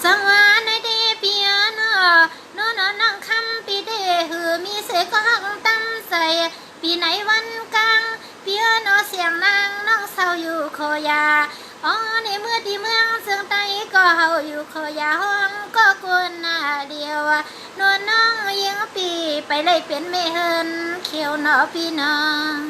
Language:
Shan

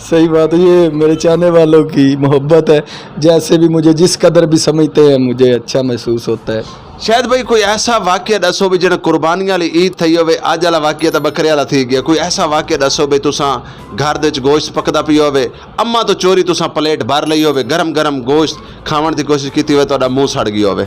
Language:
Western Panjabi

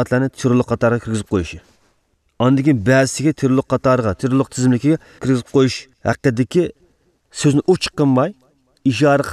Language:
Uyghur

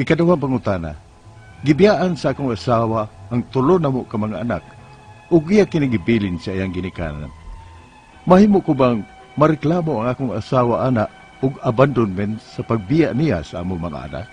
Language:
Cebuano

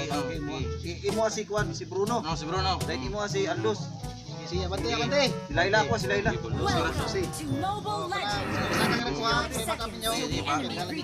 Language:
Cebuano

